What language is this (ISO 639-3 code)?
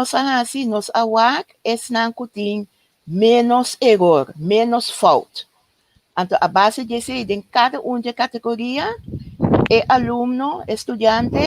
pap